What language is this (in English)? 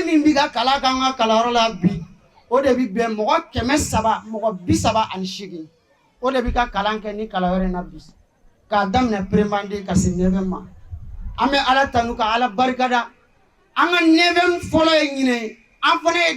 Bambara